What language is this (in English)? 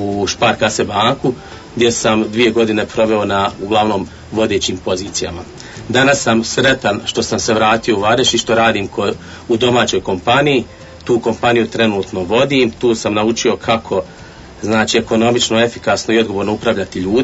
Bosnian